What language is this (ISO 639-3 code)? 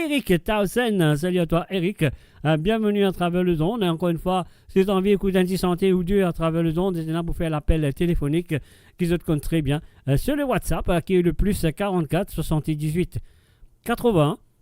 mfe